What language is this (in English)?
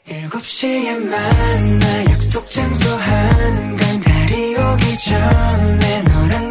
Korean